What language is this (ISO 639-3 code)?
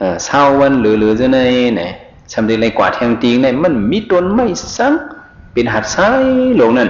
shn